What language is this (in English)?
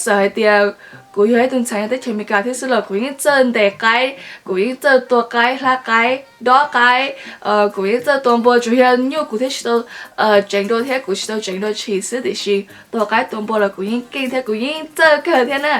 Hmong